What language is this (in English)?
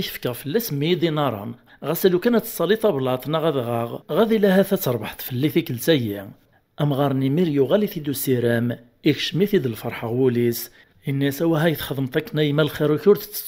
Kabyle